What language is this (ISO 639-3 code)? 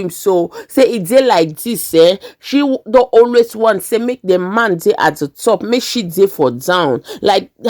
pcm